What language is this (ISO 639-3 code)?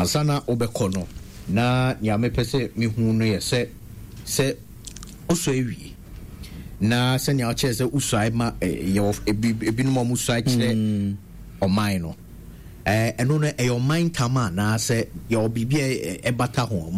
aka